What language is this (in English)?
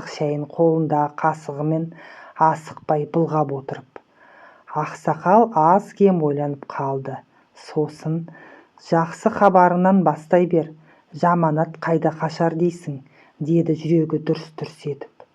Kazakh